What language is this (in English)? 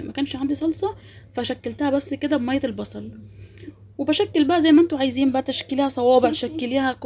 Egyptian Arabic